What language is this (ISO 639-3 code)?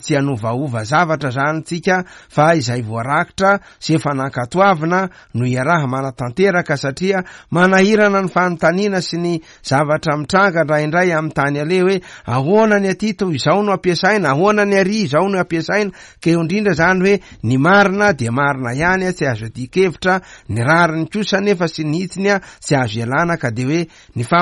mlg